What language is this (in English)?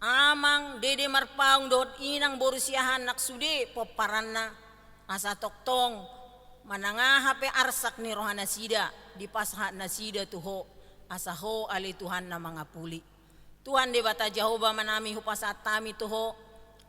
Batak Toba